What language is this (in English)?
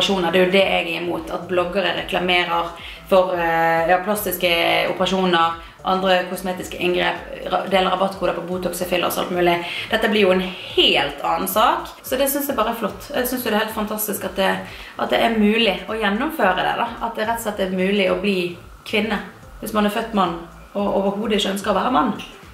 Norwegian